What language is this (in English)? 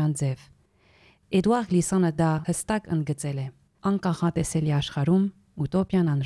Armenian